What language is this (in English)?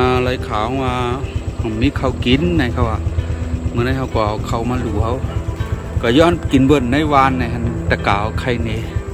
Shan